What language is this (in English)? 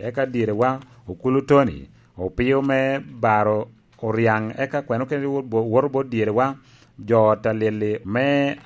Lango (Uganda)